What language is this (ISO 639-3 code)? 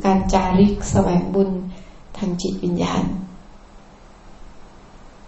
tha